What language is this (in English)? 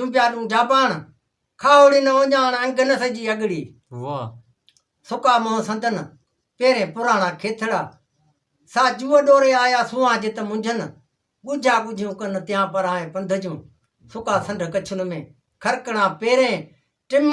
Sindhi